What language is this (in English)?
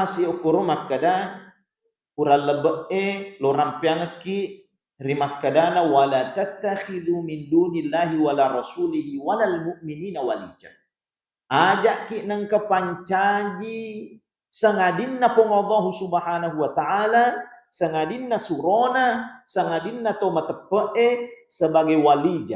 Buginese